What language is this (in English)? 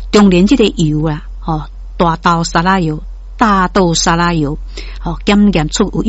Min Nan Chinese